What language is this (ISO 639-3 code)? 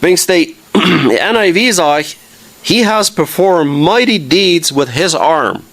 pdt